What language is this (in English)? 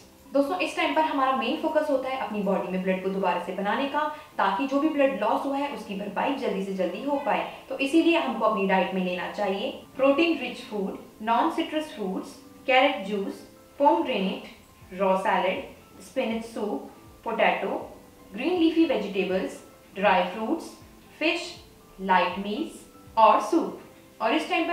Hindi